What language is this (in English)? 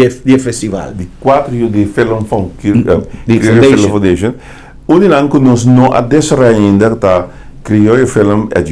Papiamento